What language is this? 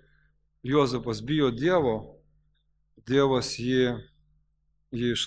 Lithuanian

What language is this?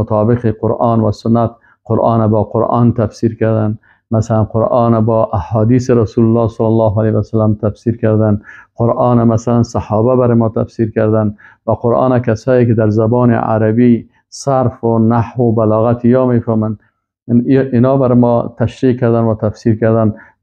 Persian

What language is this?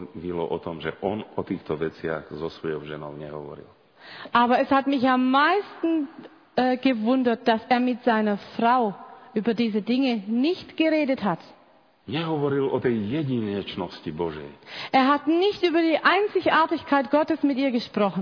Slovak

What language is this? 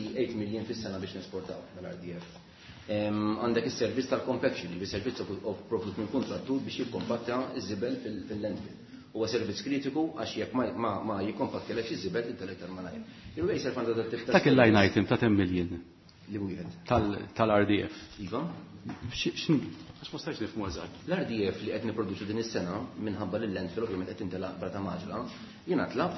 Maltese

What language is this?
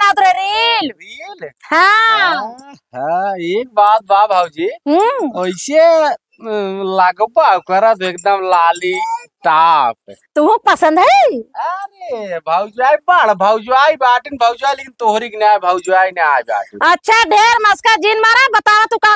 Awadhi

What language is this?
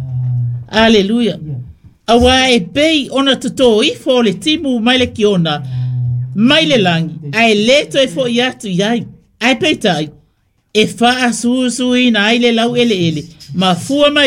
Samoan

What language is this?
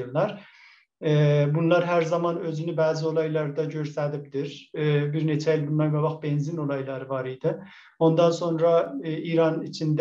South Azerbaijani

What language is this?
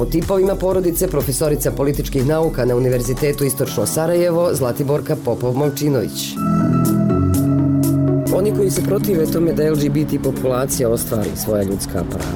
Serbian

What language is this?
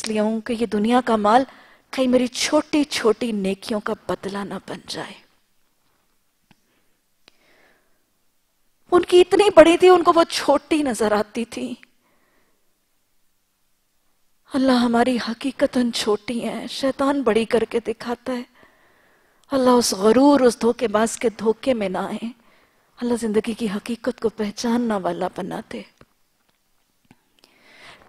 Urdu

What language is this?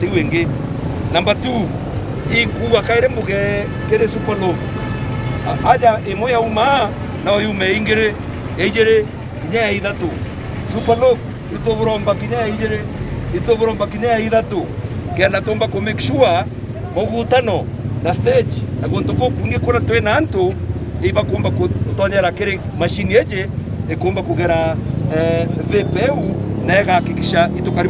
Meru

